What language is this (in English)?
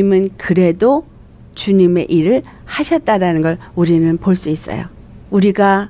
Korean